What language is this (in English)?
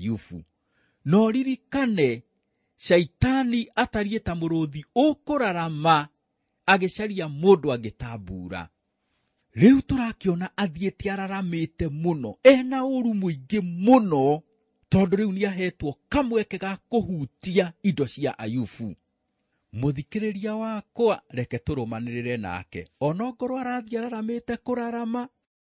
Kikuyu